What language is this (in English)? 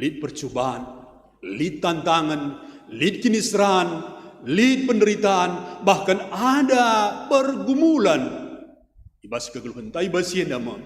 Batak Karo